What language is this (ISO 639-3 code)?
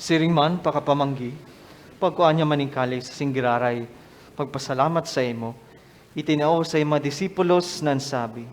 bik